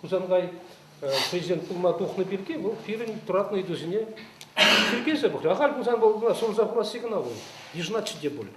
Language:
Chuvash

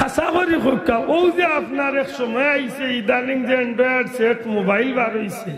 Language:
Sylheti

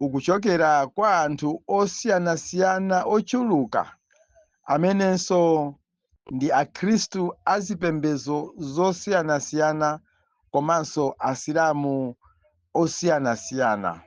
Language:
Nyanja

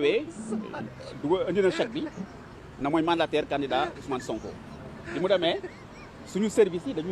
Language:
Wolof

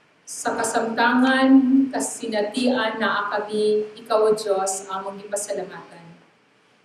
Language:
Cebuano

